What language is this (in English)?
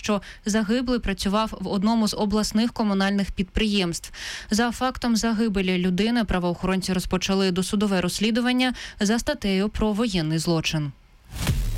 Ukrainian